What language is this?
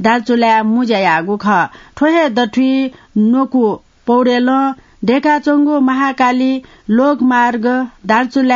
Newari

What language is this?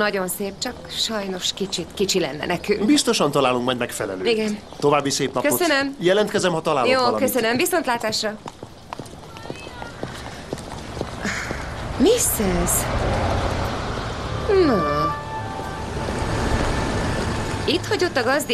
Hungarian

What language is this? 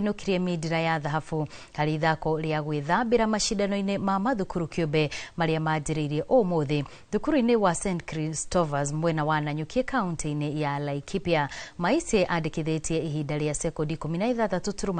Kikuyu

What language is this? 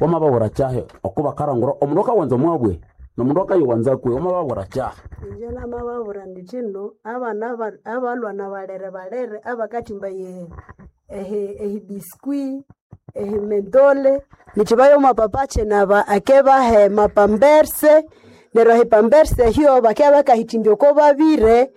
Nande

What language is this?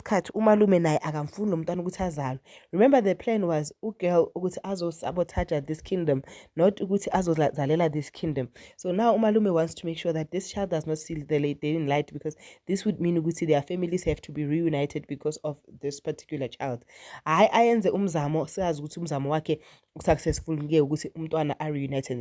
Zulu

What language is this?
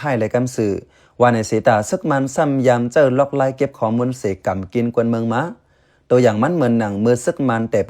Shan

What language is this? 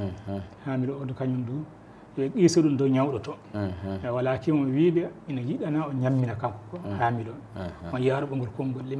Fula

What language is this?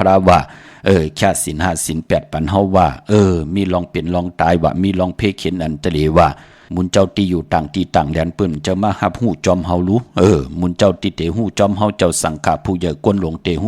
Shan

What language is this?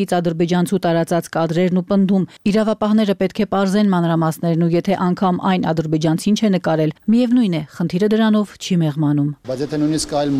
Armenian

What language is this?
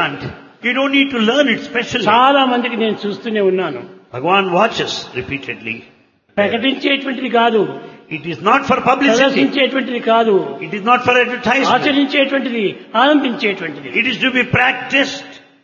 Telugu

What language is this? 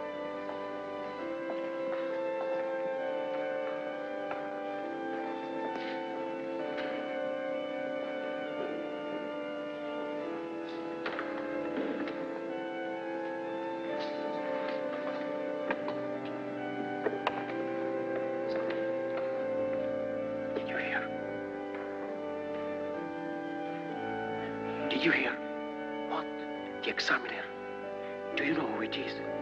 English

